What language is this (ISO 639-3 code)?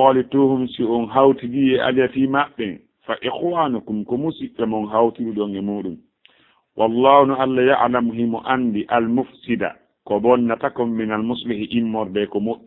ful